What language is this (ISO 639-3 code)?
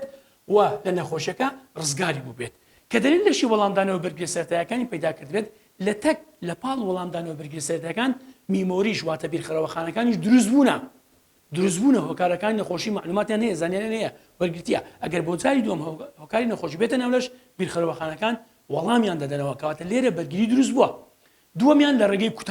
ckb